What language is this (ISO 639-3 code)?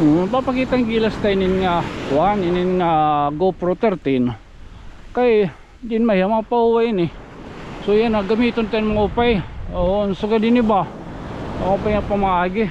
war